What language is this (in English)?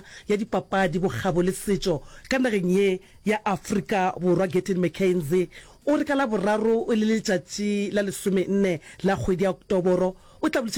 Northern Sotho